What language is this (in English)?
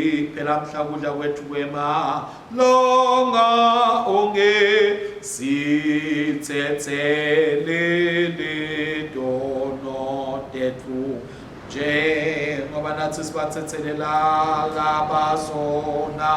Swati